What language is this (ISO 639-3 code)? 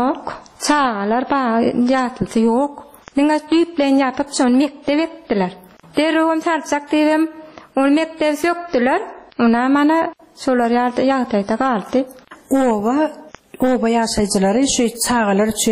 tuk